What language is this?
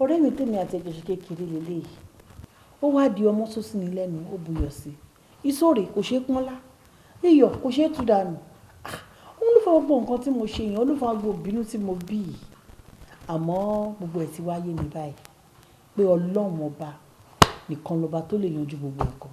Yoruba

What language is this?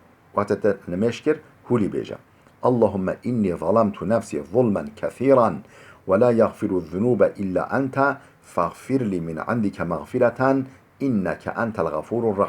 Kurdish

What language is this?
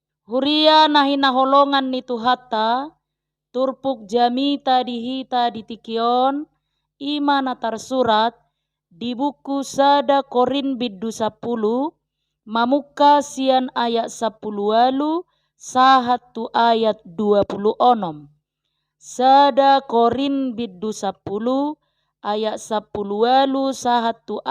Batak Toba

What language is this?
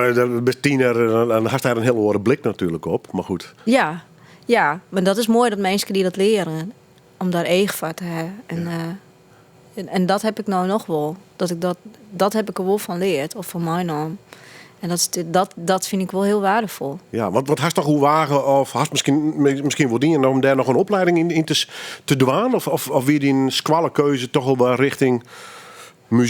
Western Frisian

